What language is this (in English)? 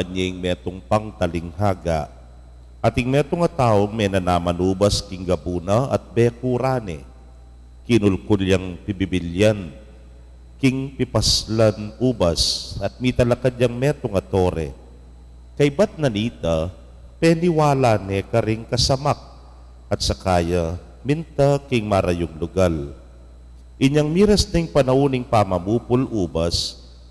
Pampanga